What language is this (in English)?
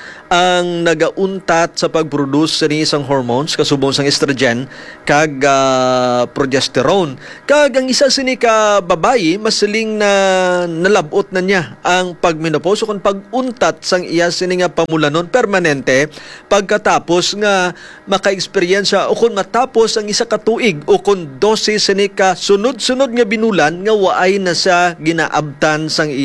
Hiligaynon